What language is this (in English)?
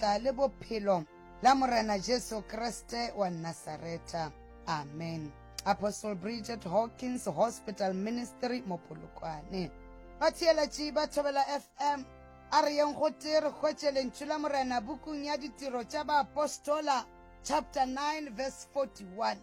Northern Sotho